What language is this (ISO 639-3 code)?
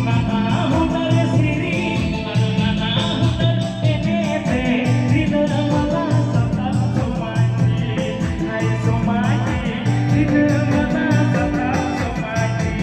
sat